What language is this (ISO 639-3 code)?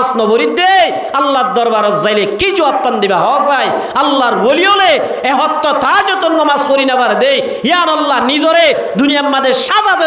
rhg